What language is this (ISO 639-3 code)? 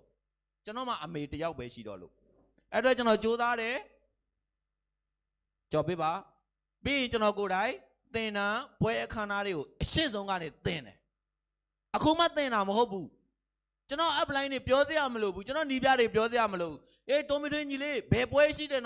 mya